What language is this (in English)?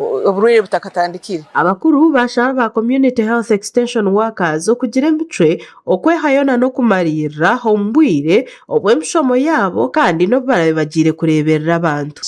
Nyankole